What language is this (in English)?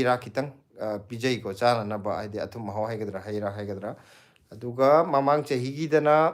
Manipuri